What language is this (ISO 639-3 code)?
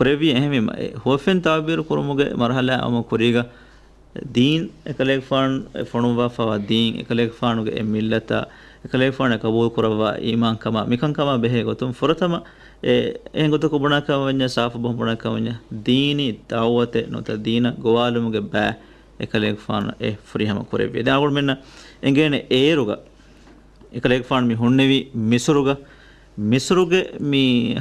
div